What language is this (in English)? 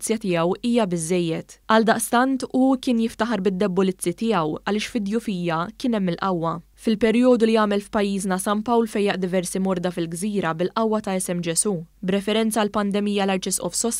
Maltese